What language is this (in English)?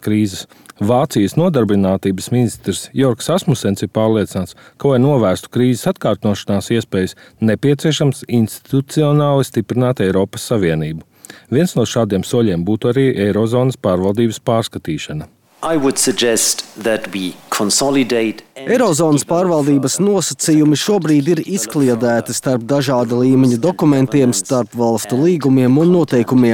Latvian